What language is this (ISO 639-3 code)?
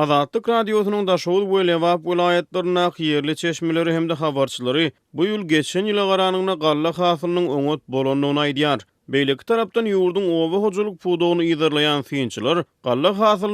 tuk